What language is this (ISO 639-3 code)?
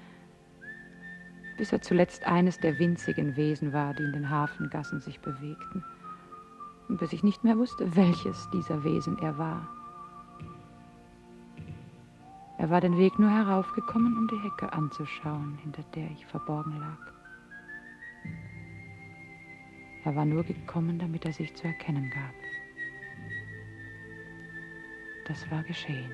deu